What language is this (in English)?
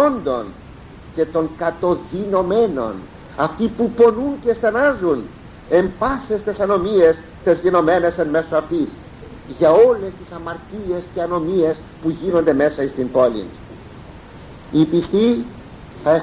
Greek